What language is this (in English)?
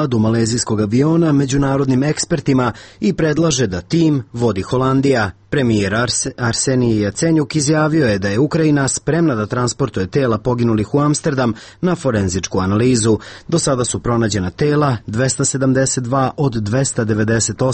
Serbian